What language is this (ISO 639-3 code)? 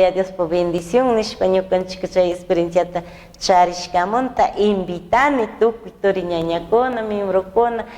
qug